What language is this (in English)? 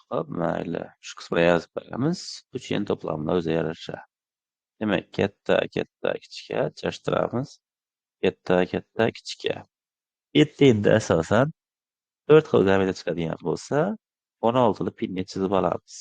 Uzbek